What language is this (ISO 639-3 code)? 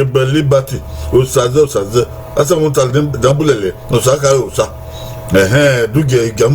bin